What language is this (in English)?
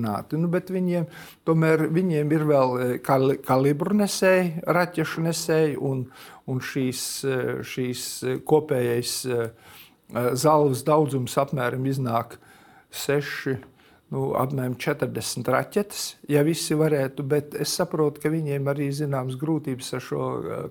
Latvian